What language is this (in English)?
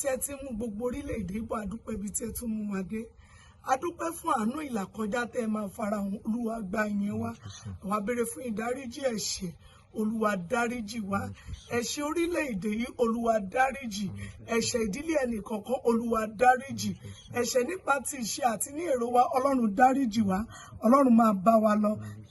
Yoruba